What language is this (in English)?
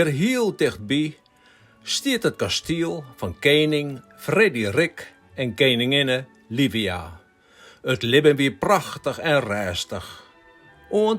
Western Frisian